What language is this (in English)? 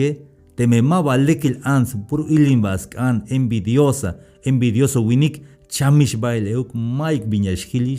Tzeltal